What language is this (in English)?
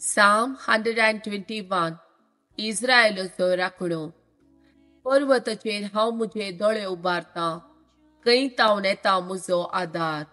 Konkani